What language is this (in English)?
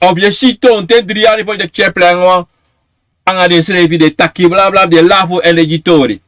Sranan Tongo